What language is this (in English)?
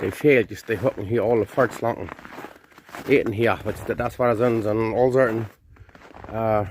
Plautdietsch